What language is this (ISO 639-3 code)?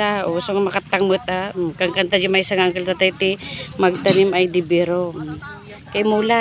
ilo